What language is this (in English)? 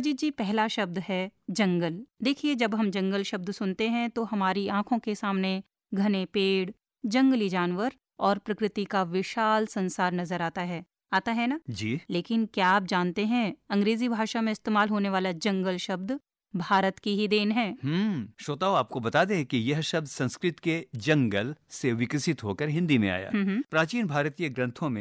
Hindi